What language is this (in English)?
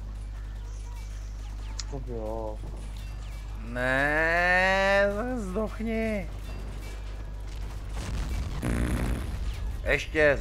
Czech